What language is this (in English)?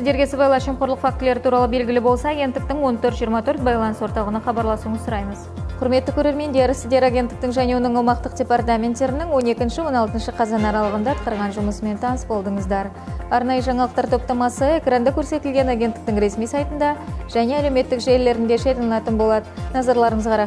Kazakh